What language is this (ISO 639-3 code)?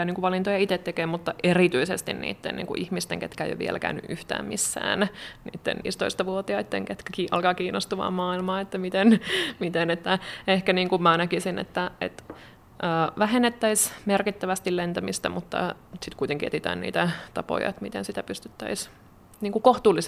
fin